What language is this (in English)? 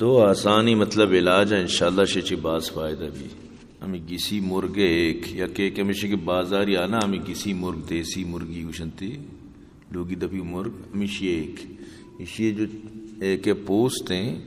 Eastern Balochi